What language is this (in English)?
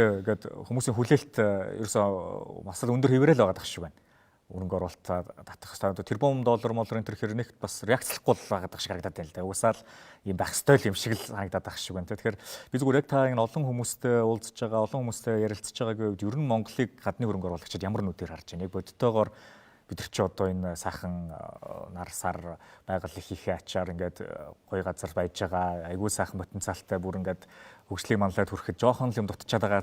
Mongolian